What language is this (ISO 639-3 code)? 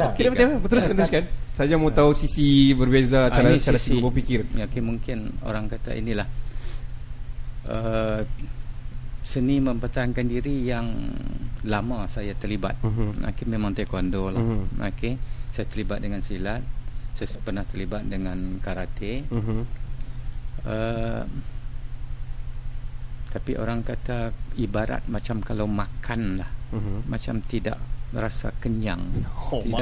msa